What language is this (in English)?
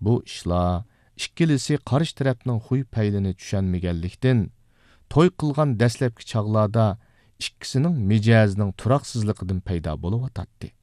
Uyghur